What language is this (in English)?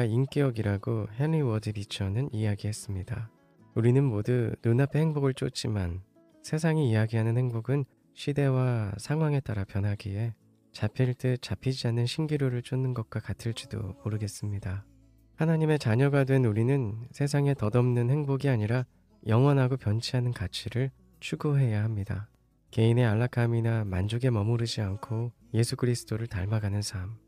Korean